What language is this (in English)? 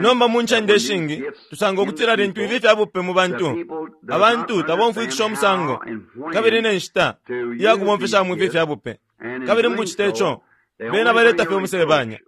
Bemba